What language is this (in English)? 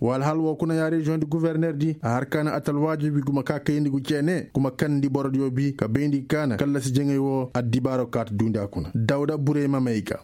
Koyraboro Senni